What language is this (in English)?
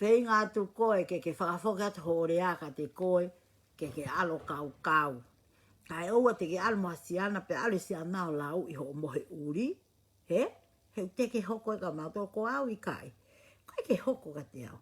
Tongan